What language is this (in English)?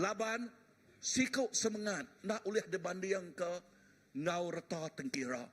Iban